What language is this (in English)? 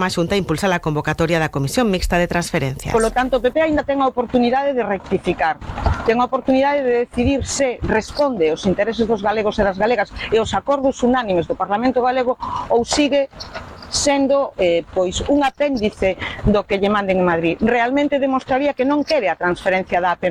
Galician